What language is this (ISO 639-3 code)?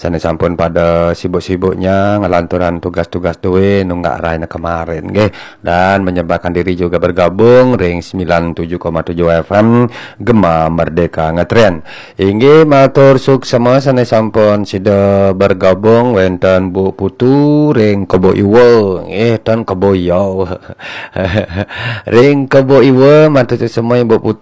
ban